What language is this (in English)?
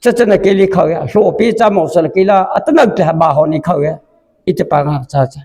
Mara Chin